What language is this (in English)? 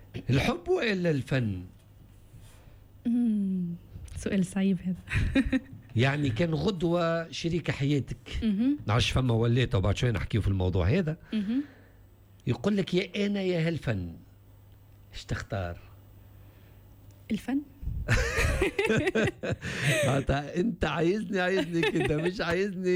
Tunisian Arabic